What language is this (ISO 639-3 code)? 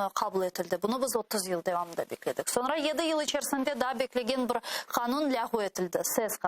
crh